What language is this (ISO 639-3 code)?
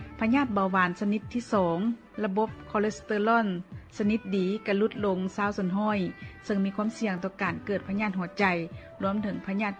lao